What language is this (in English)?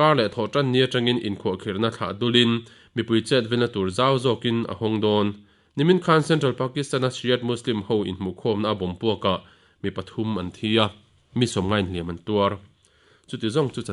Mizo